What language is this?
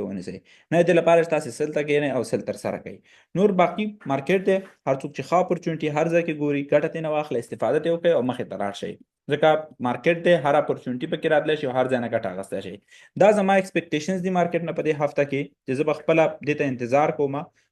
Pashto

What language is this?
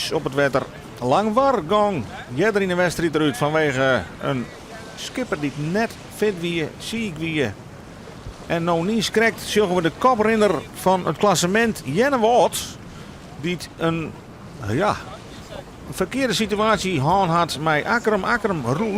Western Frisian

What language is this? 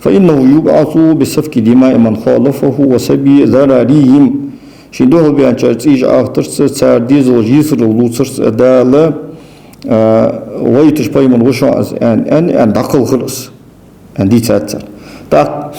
Ingush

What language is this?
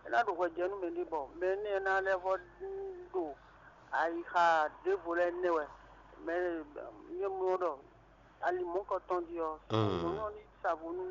Fon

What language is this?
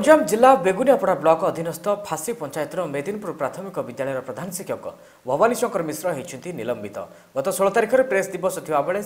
Odia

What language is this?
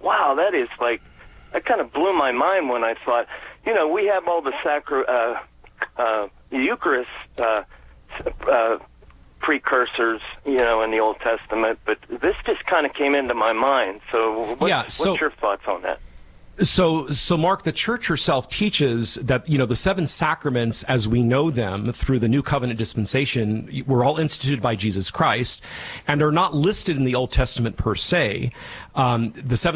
English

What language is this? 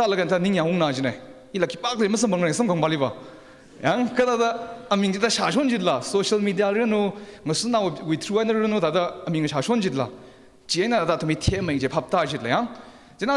Tangkhul Naga (India)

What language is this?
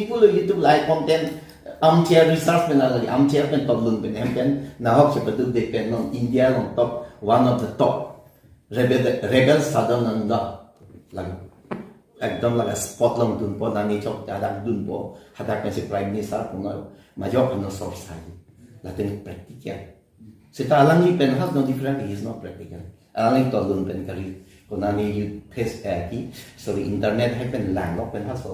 Karbi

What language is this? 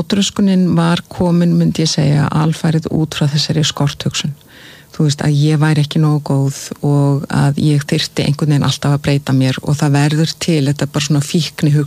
Icelandic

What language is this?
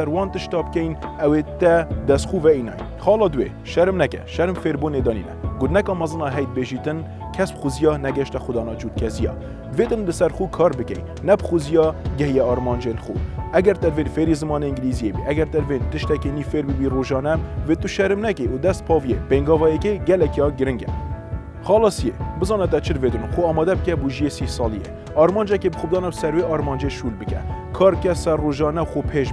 Kurdish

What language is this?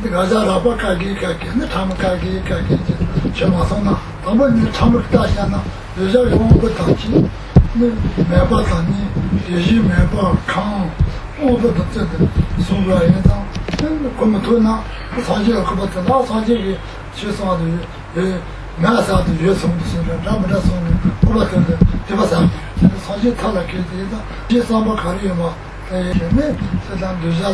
Chinese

